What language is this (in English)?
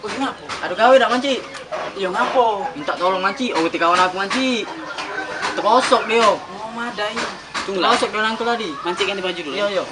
Musi